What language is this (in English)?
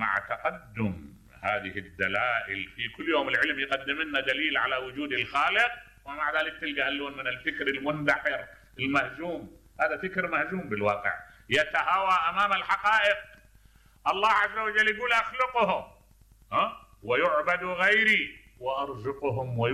Mesopotamian Arabic